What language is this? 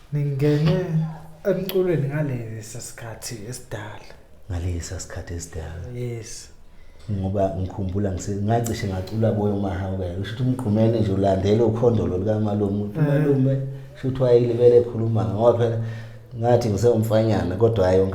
Zulu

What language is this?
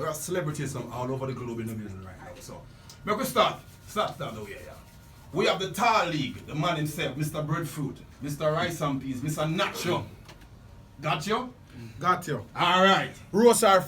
Jamaican Creole English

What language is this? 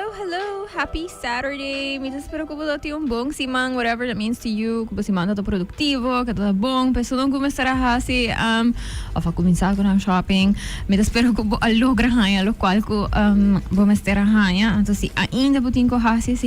Papiamento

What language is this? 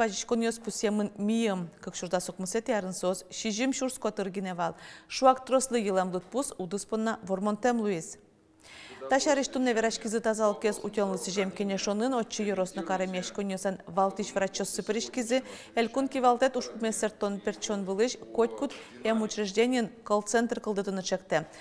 Udmurt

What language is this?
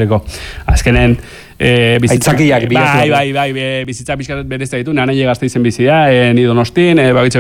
Basque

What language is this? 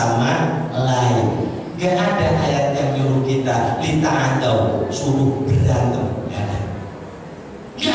Indonesian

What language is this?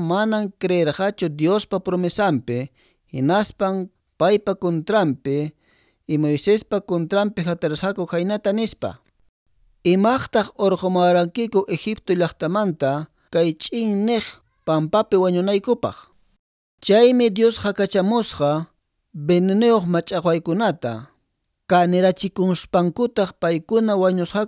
Quechua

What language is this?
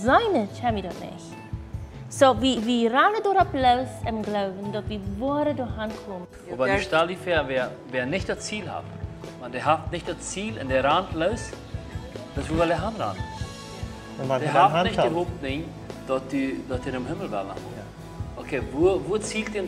Plautdietsch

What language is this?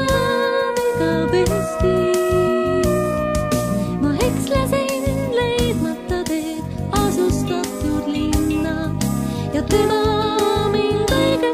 Estonian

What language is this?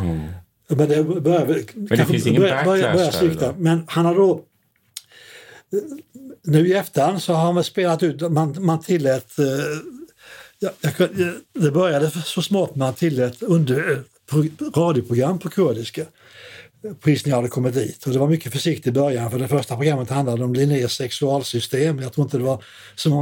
Swedish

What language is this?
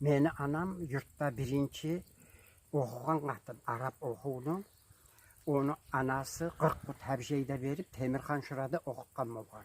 Kumyk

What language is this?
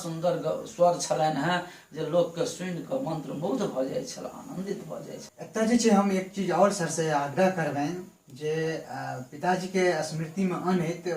Maithili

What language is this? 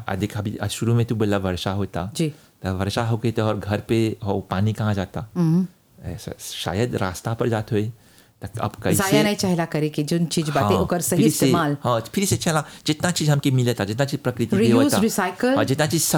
Bhojpuri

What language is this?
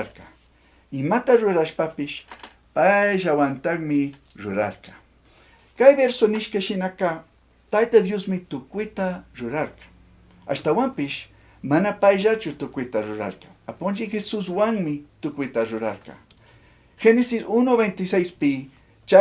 Chimborazo Highland Quichua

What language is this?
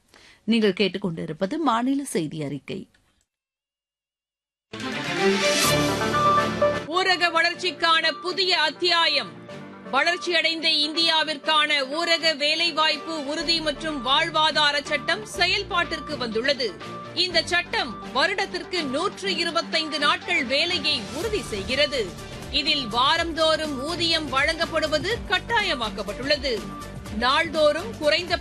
Tamil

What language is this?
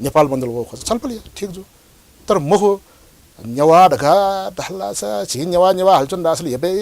Newari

